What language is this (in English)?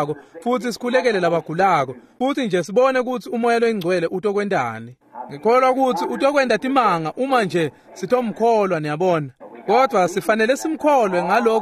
Swati